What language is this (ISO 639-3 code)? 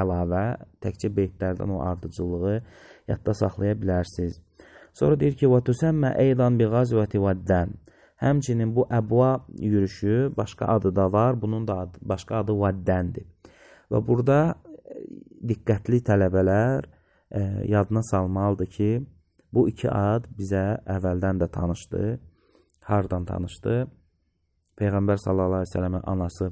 aze